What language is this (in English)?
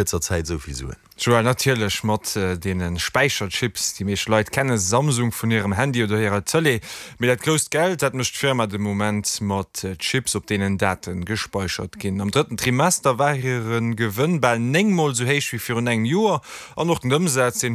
Luxembourgish